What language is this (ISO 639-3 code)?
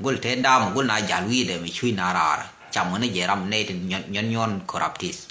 nus